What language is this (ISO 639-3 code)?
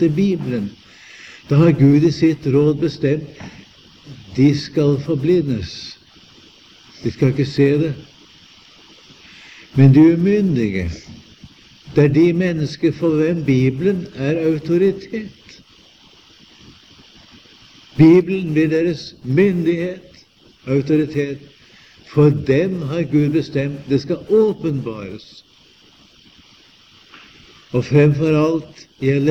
nor